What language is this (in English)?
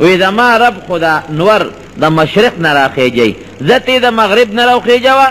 Pashto